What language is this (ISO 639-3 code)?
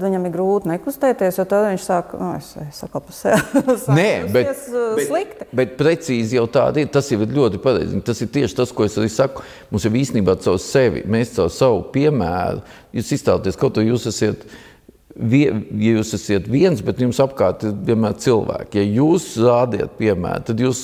lav